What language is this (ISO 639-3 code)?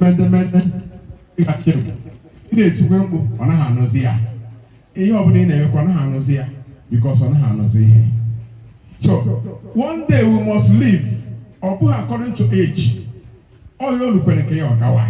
ibo